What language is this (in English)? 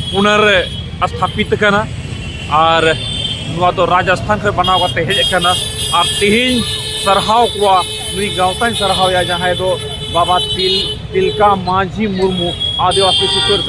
Santali